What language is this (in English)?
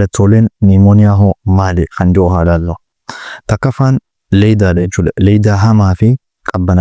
Oromo